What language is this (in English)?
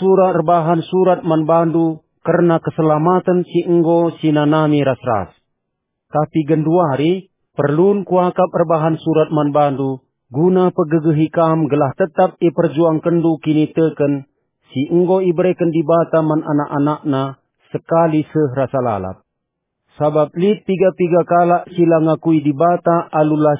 Batak Karo